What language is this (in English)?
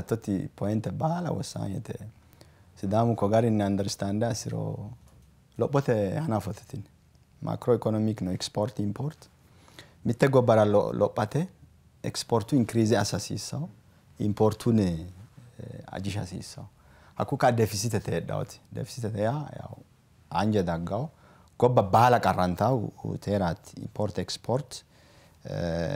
Sidamo